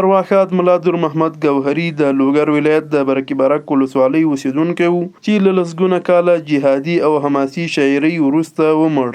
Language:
Pashto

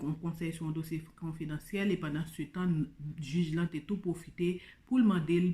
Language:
Haitian Creole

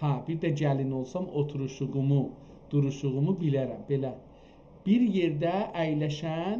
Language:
South Azerbaijani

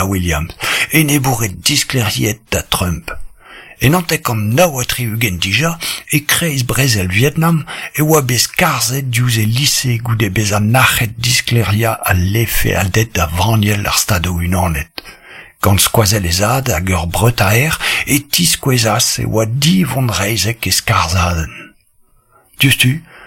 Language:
Breton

